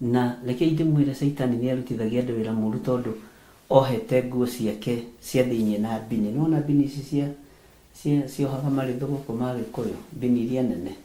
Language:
Kikuyu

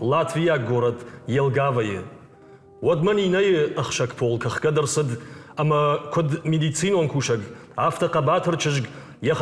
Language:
Ossetic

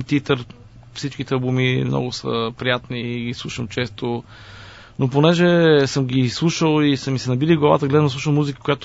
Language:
Bulgarian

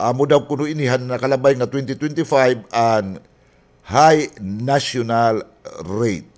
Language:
Waray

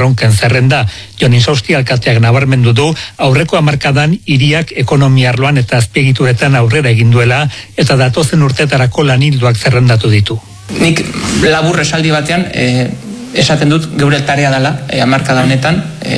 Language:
Basque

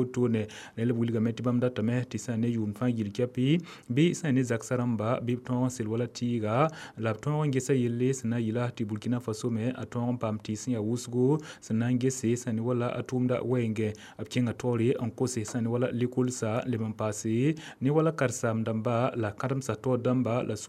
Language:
Mossi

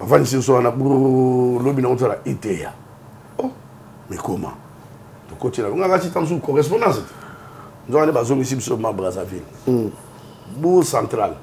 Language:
Lingala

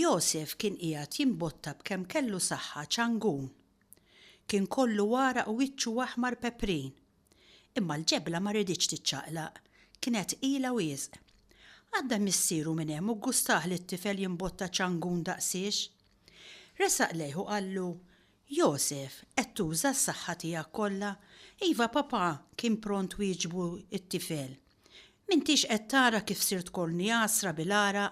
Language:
Maltese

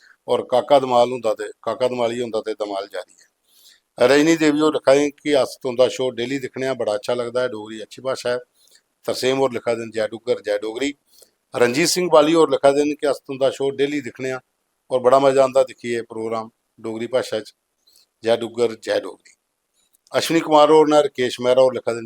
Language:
Dogri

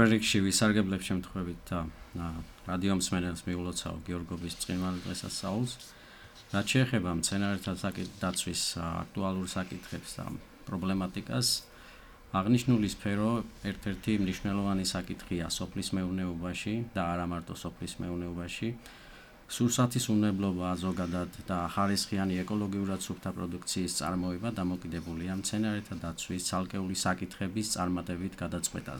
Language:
Georgian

